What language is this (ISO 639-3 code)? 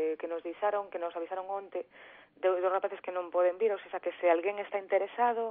glg